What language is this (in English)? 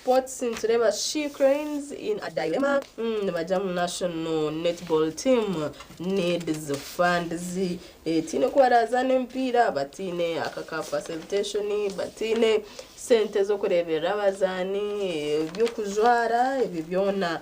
Nyankole